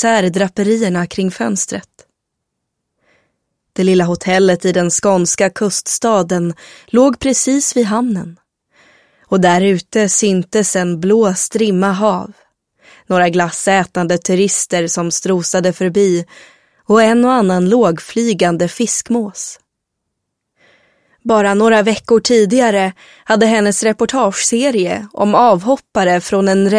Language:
Swedish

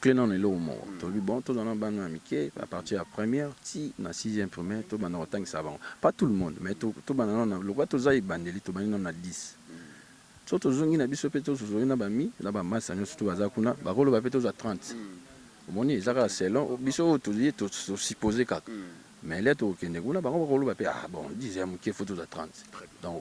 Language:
Lingala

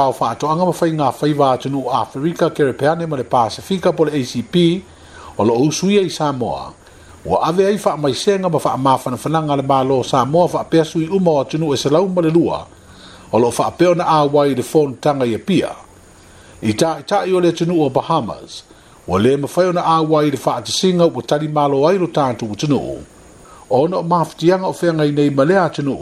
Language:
Samoan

